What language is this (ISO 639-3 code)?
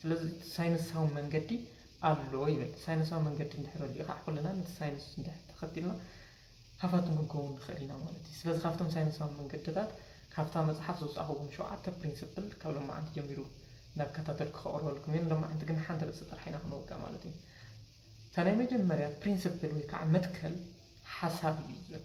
tir